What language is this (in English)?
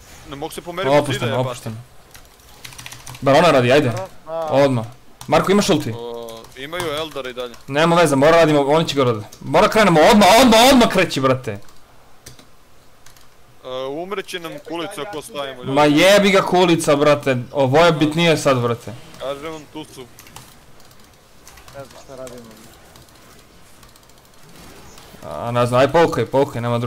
Serbian